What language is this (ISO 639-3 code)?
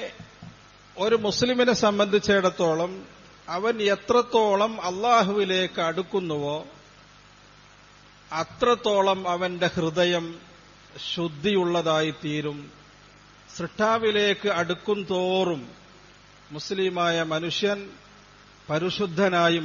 mal